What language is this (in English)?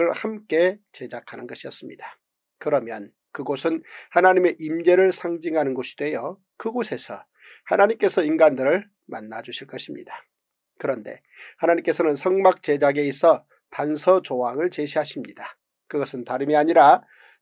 Korean